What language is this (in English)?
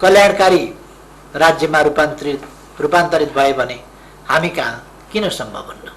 Nepali